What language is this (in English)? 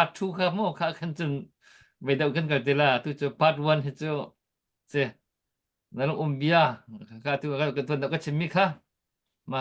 Hakha Chin